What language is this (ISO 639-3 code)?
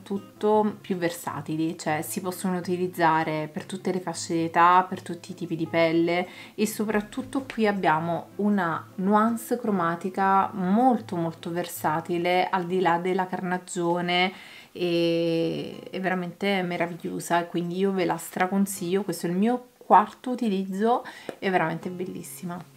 ita